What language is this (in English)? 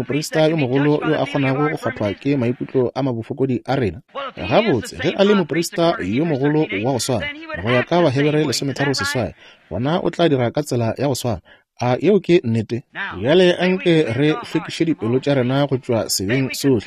Northern Sotho